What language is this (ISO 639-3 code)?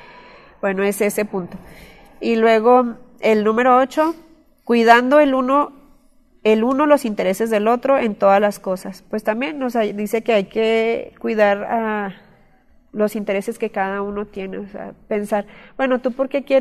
spa